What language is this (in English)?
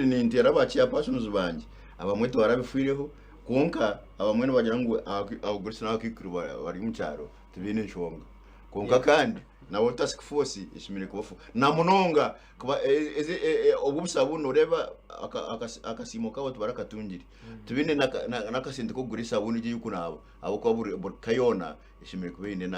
Nyankole